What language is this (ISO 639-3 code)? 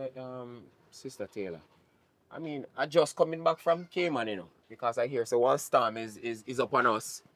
jam